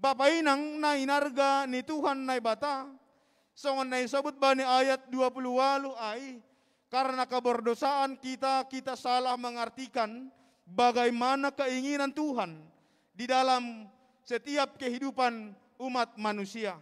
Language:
Batak Simalungun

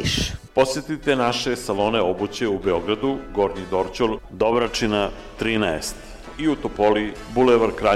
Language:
Serbian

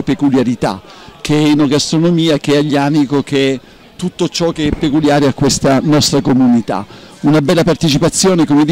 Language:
Italian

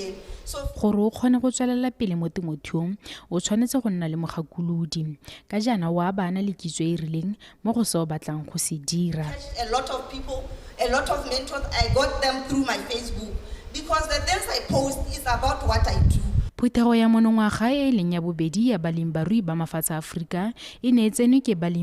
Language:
Tswana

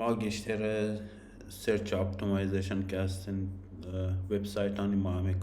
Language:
Baluchi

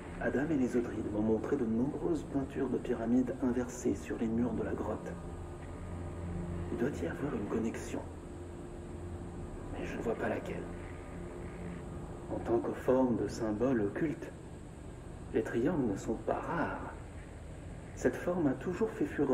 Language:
French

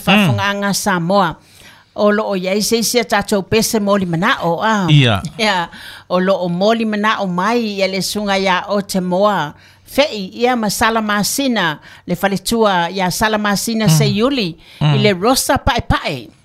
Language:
Samoan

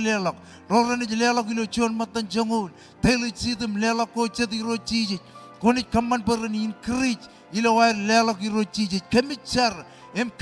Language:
Marshallese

